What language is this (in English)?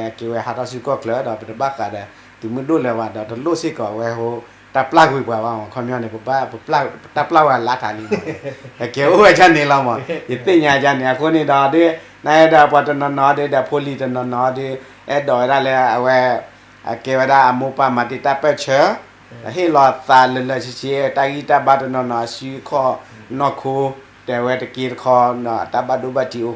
S'gaw Karen